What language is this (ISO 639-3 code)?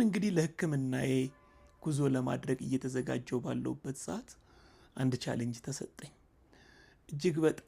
amh